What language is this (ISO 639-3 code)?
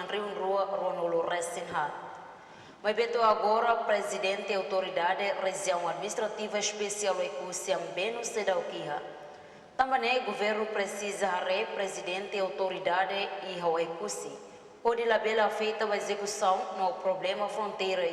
tet